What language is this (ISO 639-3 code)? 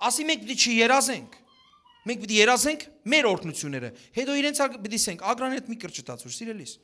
hyw